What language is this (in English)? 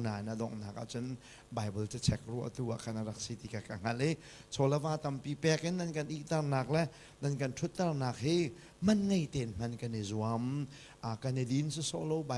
Hakha Chin